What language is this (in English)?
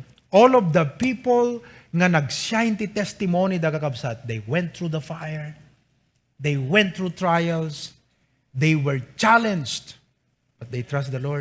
Iloko